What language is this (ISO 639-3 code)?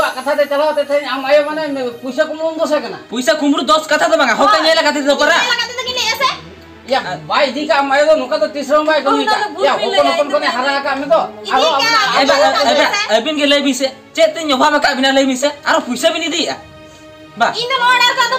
sat